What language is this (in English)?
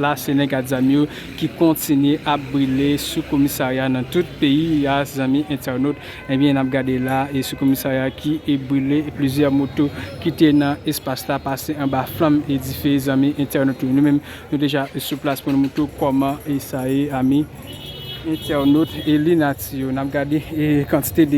Haitian Creole